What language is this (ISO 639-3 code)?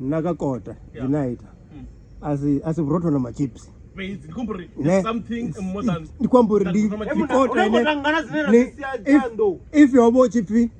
ven